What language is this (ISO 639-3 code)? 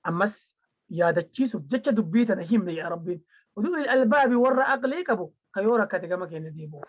orm